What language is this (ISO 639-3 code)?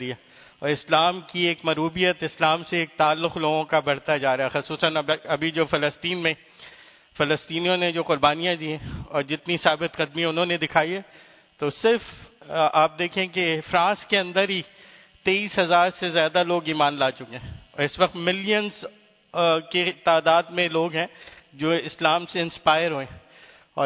urd